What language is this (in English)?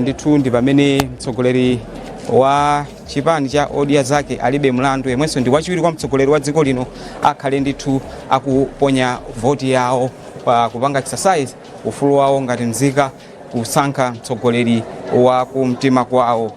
Nyanja